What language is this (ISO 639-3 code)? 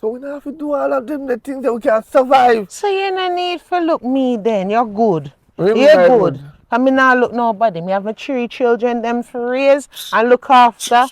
jam